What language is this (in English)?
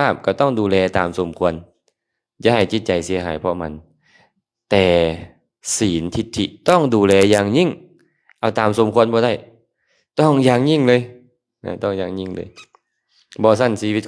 Lao